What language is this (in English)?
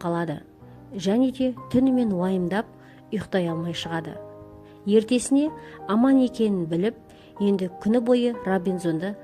Kazakh